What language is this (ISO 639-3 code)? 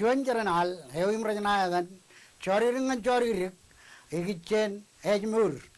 mah